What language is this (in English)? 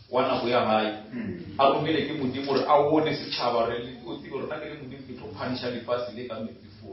Northern Sotho